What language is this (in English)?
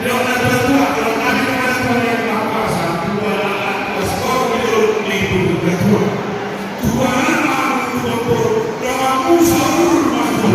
Batak Toba